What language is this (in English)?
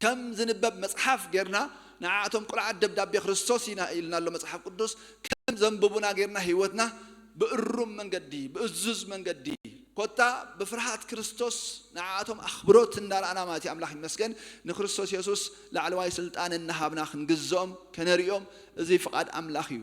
Tigrinya